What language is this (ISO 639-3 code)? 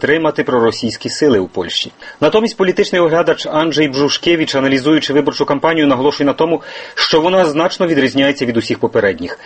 ukr